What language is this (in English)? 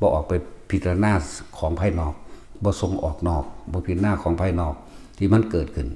Northeastern Thai